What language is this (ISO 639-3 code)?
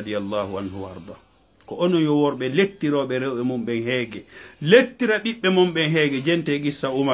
ful